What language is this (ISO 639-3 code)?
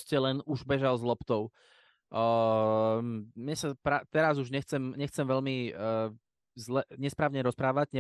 slk